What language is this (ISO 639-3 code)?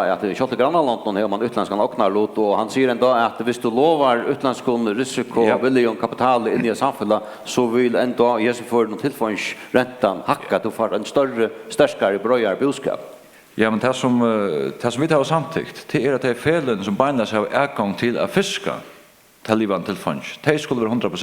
fao